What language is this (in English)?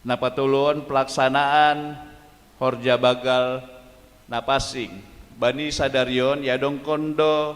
Batak Simalungun